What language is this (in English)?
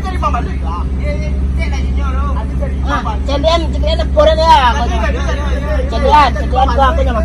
Minangkabau